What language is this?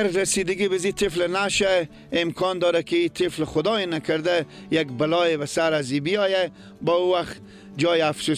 Persian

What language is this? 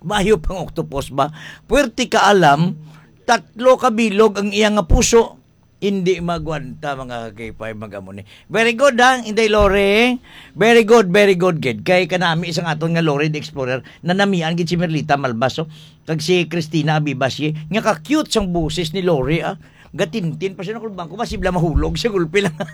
Hiligaynon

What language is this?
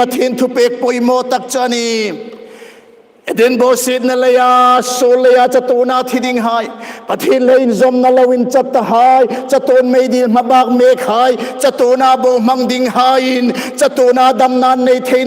Hmar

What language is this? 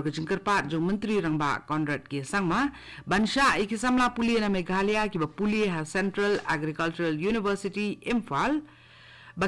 Khasi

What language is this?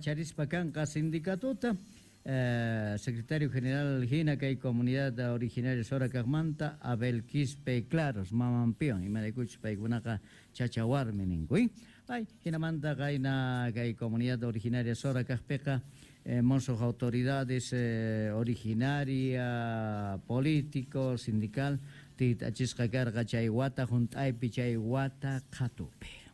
South Bolivian Quechua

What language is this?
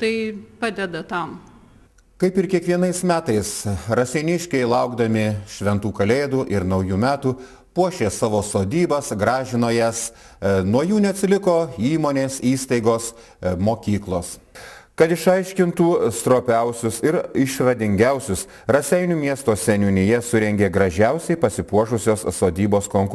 Lithuanian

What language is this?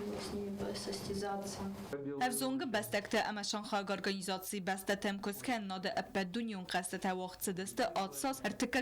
Ossetic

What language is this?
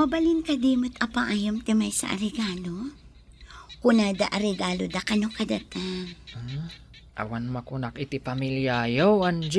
Iloko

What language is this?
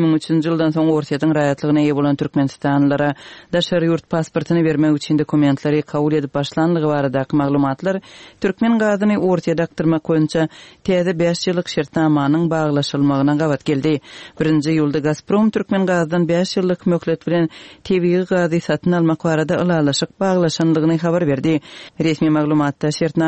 Turkmen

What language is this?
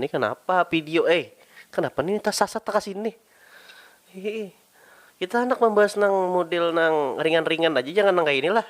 Banjar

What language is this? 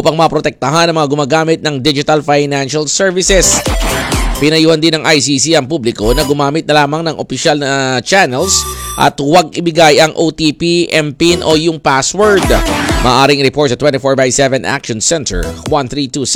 Filipino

